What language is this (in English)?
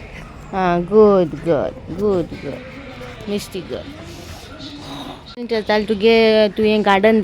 Konkani